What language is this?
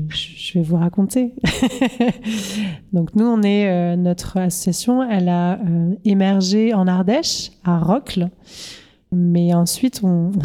French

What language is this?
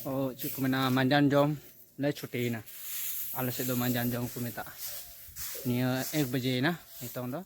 Santali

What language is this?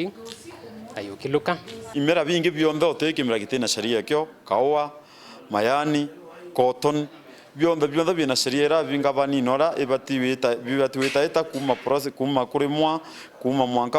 Meru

